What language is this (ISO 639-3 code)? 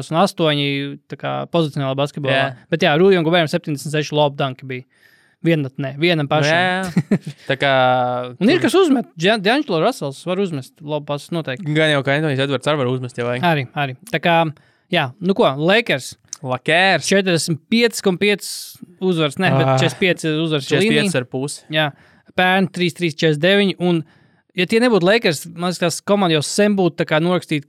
lav